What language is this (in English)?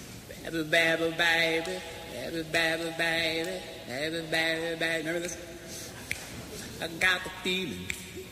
English